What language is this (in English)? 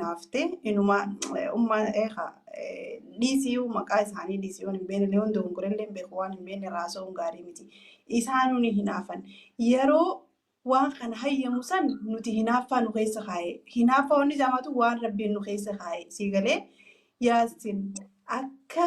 Oromo